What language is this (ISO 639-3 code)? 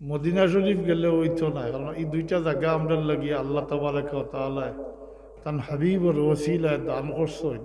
syl